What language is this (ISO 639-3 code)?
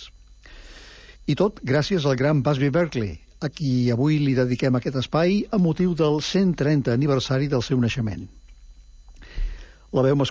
cat